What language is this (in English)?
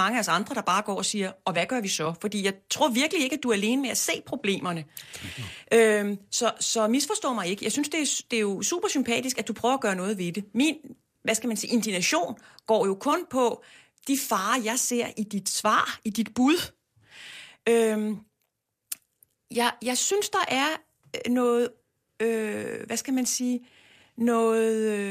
Danish